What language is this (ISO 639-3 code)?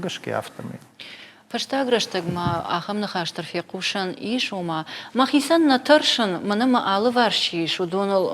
oss